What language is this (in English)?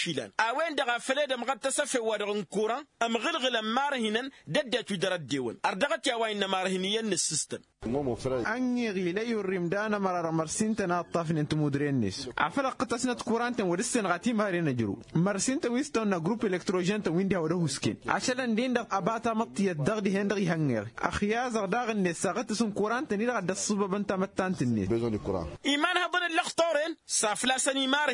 Tamasheq